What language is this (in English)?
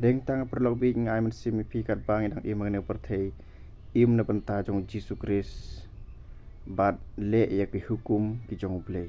Khasi